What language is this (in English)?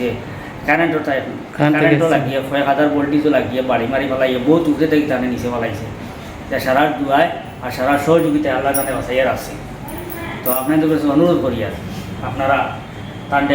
Sylheti